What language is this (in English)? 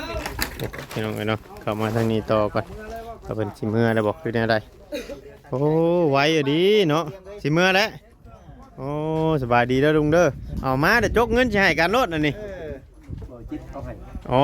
Northeastern Thai